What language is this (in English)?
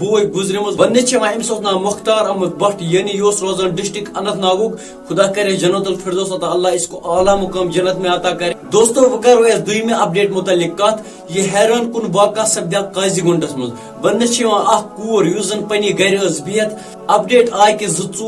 Kashmiri